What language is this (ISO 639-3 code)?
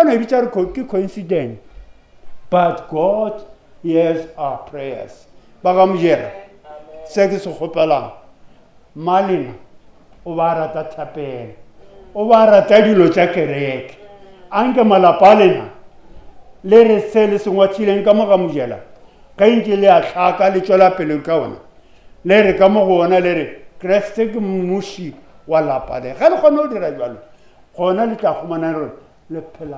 nso